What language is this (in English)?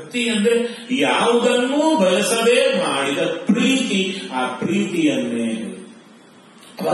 Kannada